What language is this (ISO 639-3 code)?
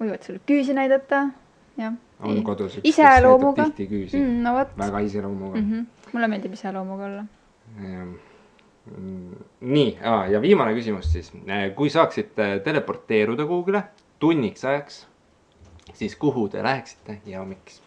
est